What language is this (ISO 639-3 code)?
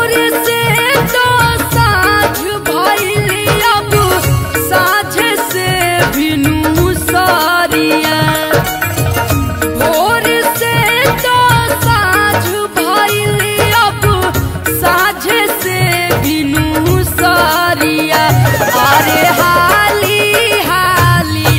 bho